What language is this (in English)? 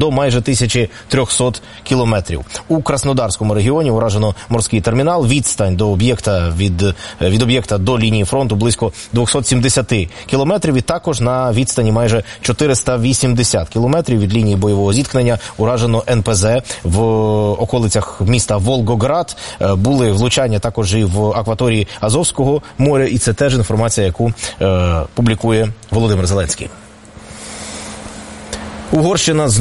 Ukrainian